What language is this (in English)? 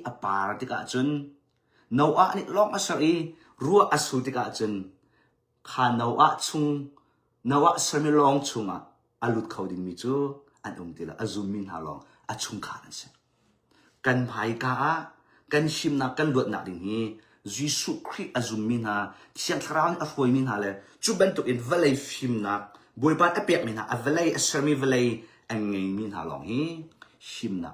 Hakha Chin